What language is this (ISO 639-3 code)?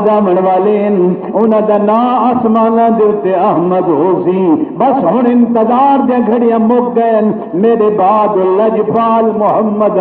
skr